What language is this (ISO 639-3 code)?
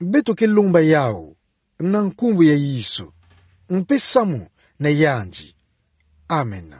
ktu